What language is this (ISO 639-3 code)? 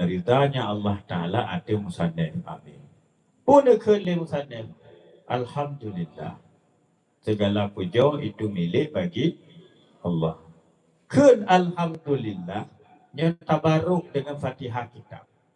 ace